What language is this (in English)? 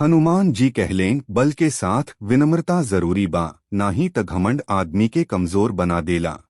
Bhojpuri